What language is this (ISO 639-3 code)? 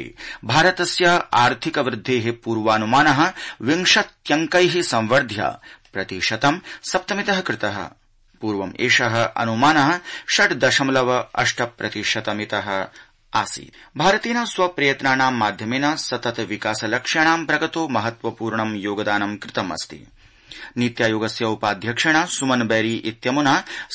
san